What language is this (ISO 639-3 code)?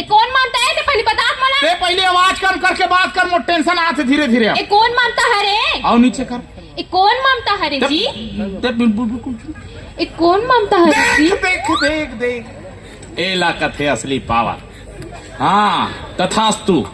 hne